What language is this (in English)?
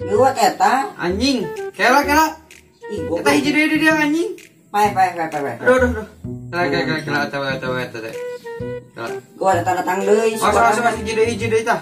Sundanese